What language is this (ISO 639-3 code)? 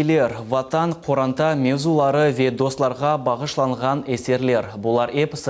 crh